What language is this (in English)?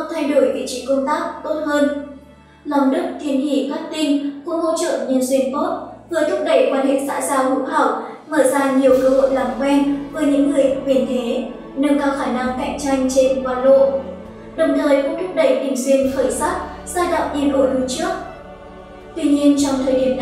Vietnamese